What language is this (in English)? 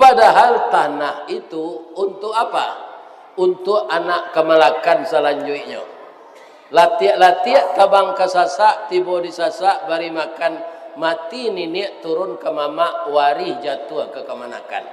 Minangkabau